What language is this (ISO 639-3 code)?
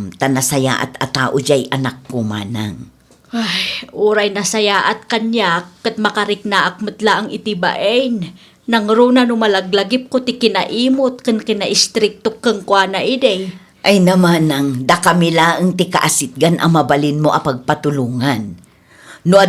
ilo